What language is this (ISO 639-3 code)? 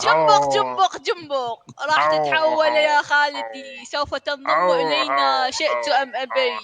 acm